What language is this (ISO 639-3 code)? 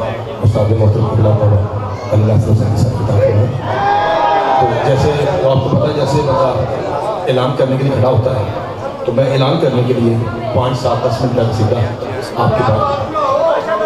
urd